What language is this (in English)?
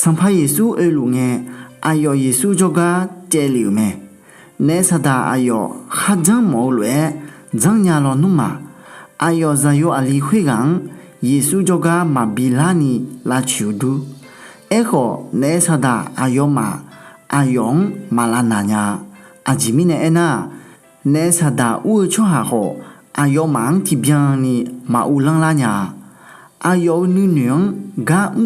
Akha